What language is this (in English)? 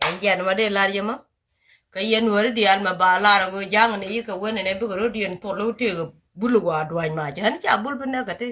Nuer